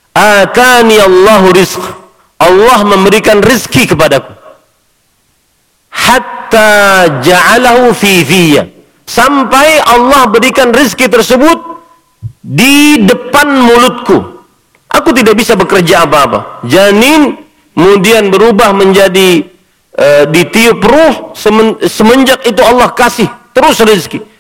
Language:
Indonesian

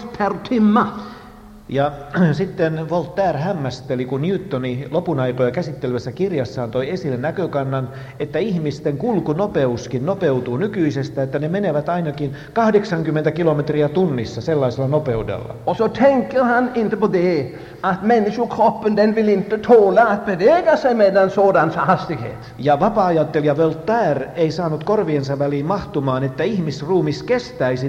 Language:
Finnish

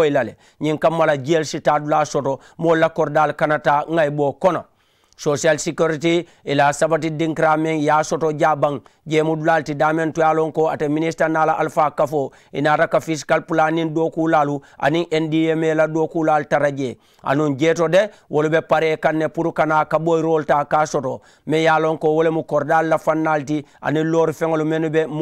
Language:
Mandingo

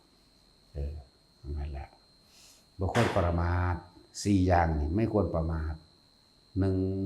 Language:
Lao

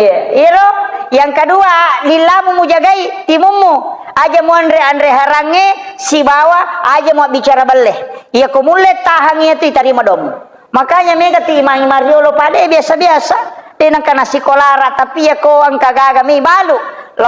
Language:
Buginese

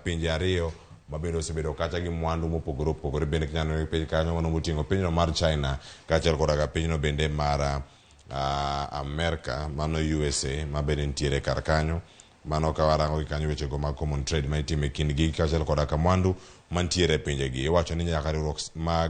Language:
Luo (Kenya and Tanzania)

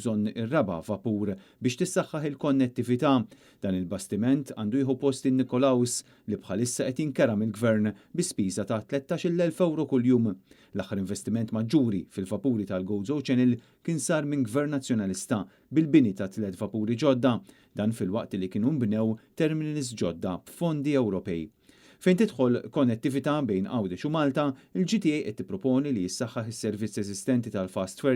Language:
Maltese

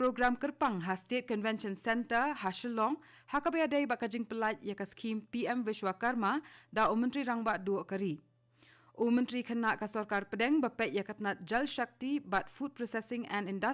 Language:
Khasi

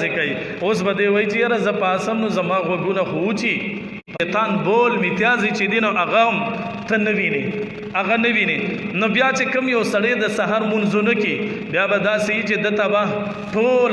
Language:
Pashto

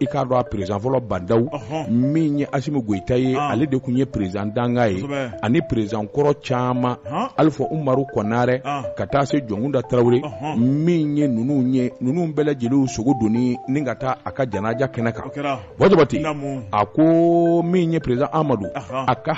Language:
Bambara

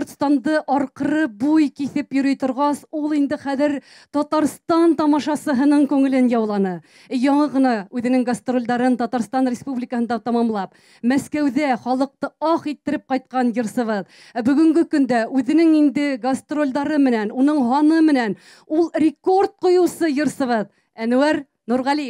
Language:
Bashkir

